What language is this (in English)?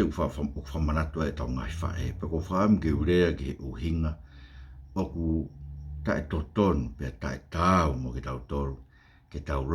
Tongan